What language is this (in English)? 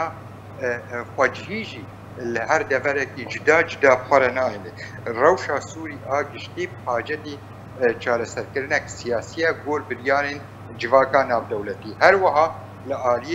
Kurdish